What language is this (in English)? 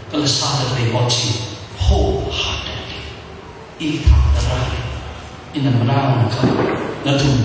Tangkhul Naga (India)